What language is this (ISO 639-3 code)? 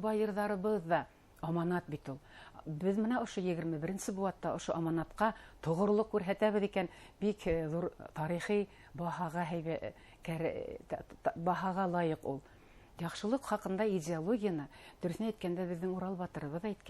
bak